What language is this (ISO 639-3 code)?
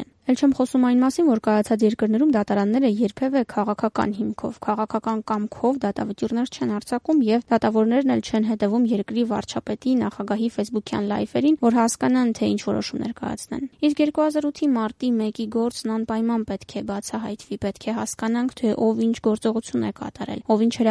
hye